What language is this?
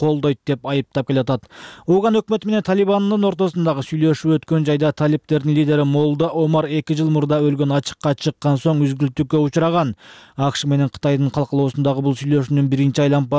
Kyrgyz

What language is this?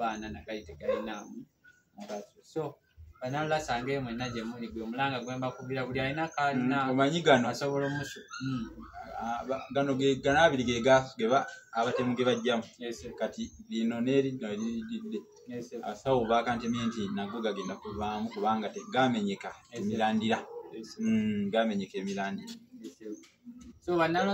Ganda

